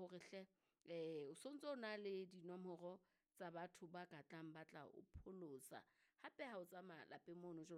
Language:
Southern Sotho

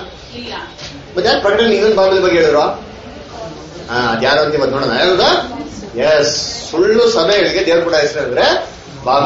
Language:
Kannada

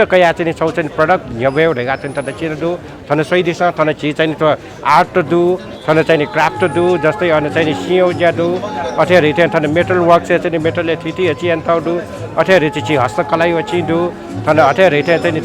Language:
Newari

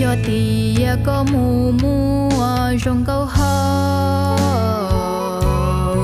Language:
Hmong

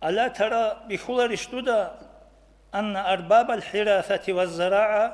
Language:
Avaric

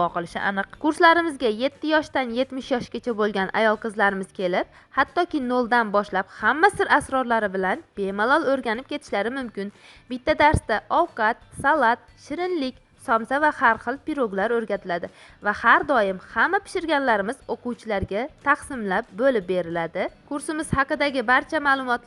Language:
Uzbek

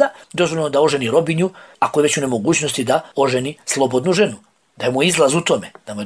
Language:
Bosnian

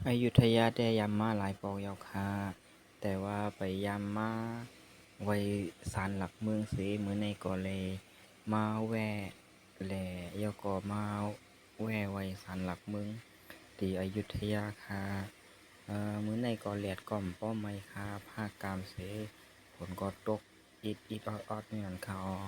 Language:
Shan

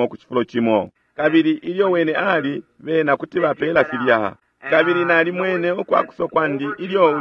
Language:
Bemba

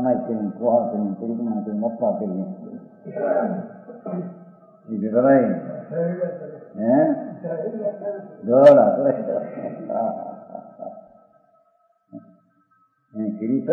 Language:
Gujarati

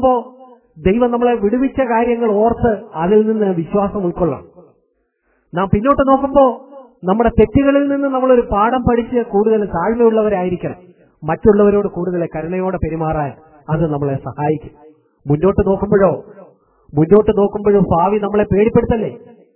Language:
Malayalam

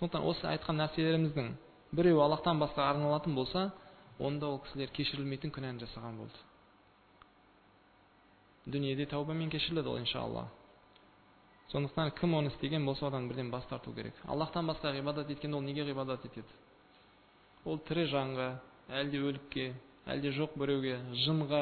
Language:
Kazakh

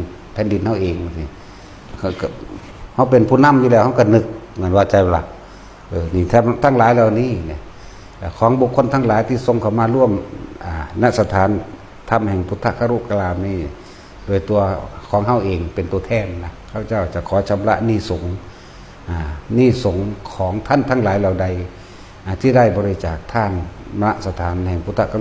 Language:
Northeastern Thai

